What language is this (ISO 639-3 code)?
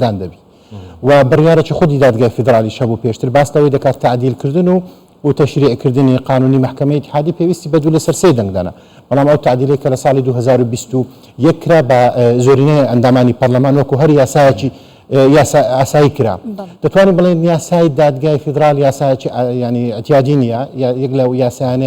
ckb